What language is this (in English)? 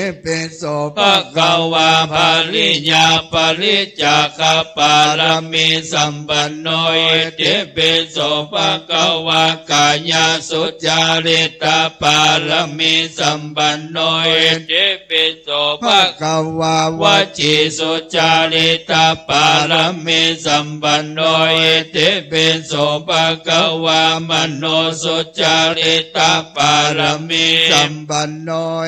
Pali